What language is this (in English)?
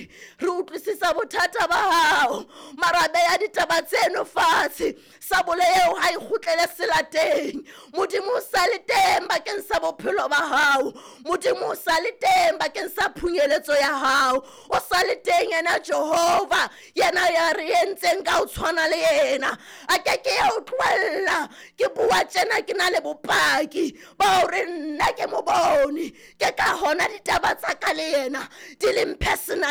Southern Sotho